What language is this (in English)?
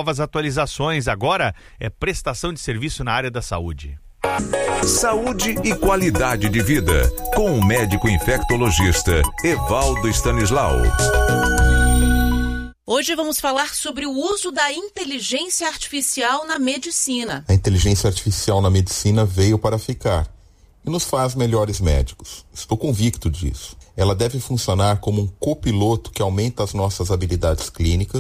Portuguese